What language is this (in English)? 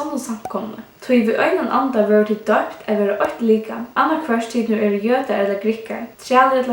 Faroese